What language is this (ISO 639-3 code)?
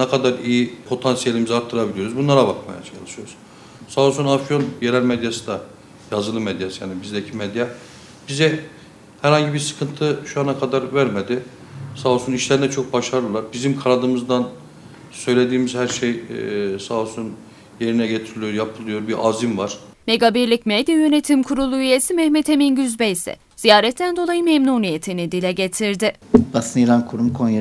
tur